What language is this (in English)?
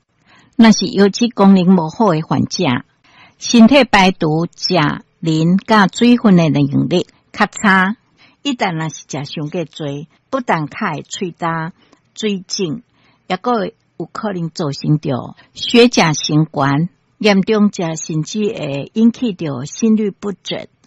Min Nan Chinese